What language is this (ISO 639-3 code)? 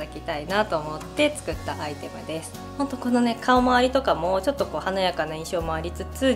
jpn